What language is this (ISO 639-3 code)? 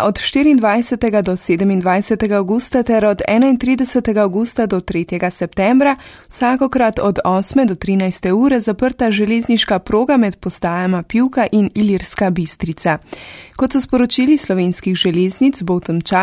slv